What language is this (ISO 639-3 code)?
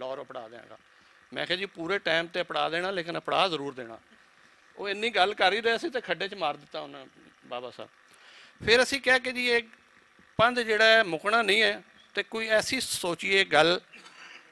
lah